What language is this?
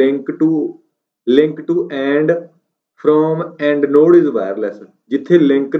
Punjabi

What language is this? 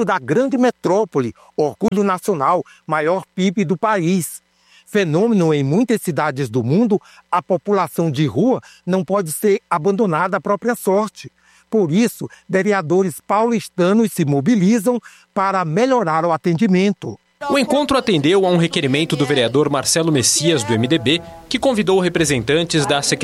Portuguese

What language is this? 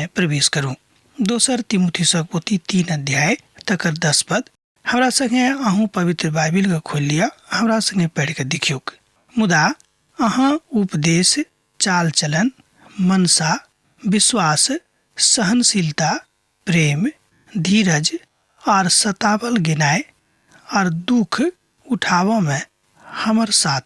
Maithili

